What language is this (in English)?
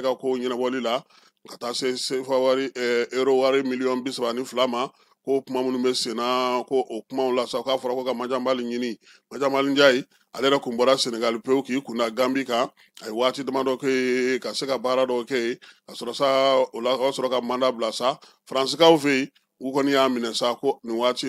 Bambara